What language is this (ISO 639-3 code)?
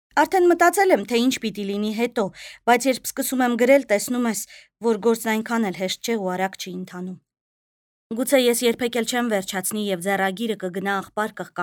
hye